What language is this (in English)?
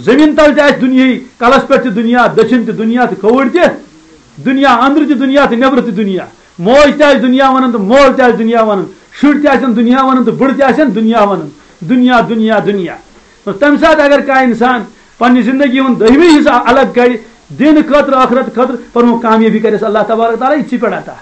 Kashmiri